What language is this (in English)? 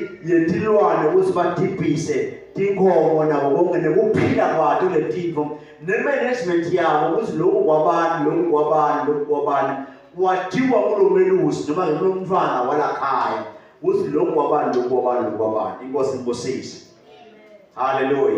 Swati